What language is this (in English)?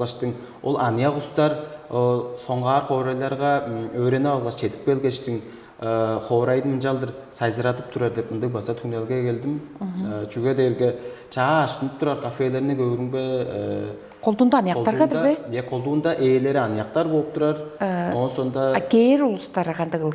Tuvinian